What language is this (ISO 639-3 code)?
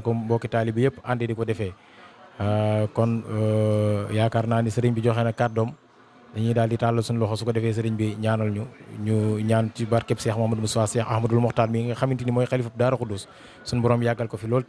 wol